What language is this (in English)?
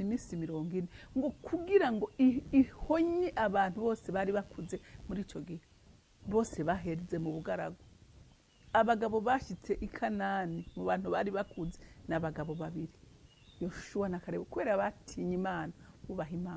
Rundi